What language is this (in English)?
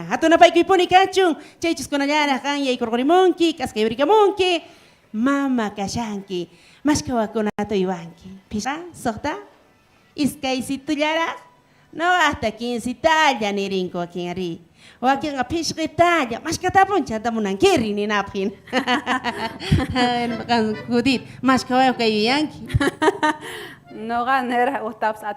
South Bolivian Quechua